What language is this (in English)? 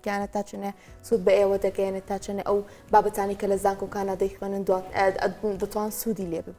Central Kurdish